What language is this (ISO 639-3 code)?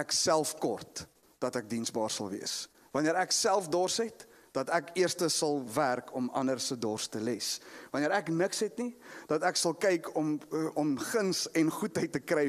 afr